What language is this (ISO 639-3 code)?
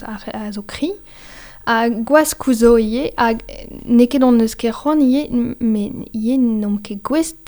bre